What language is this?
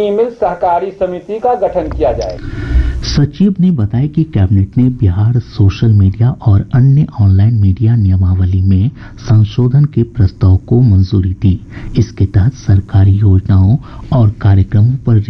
Hindi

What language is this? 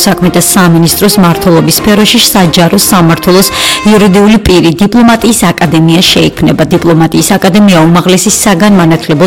Georgian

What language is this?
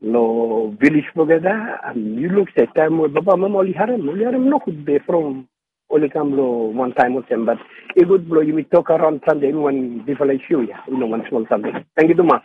Bislama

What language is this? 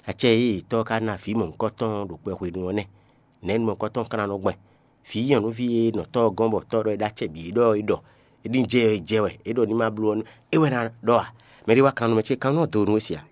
Fon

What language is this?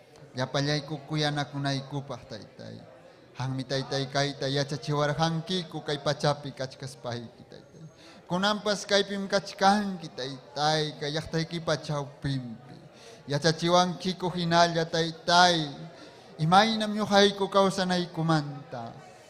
Ayacucho Quechua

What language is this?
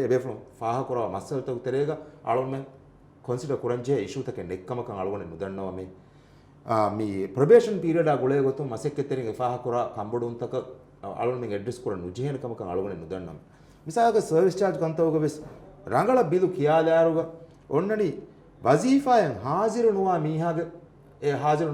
Divehi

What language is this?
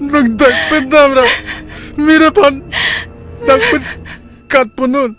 Karbi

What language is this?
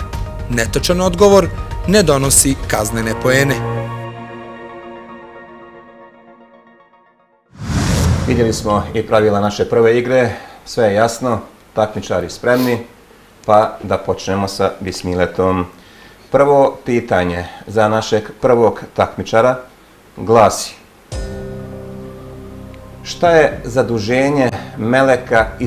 Bosnian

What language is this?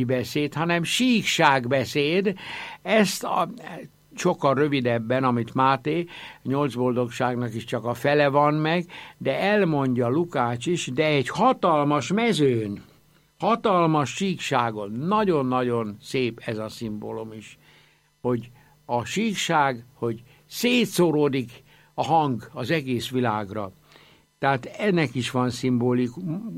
Hungarian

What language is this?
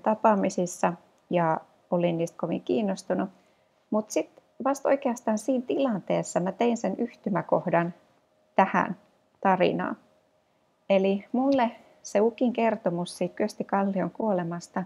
Finnish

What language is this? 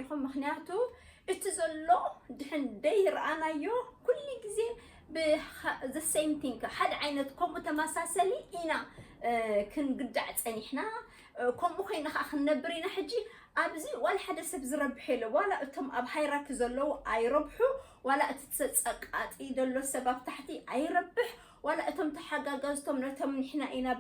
Tigrinya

